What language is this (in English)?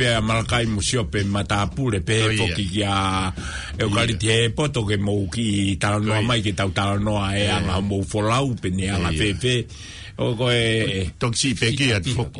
Tongan